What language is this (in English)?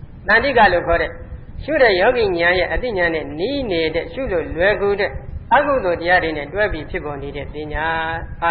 Burmese